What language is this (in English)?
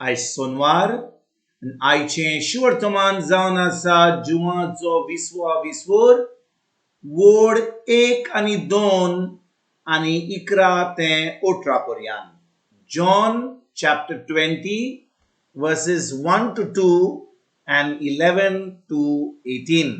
Konkani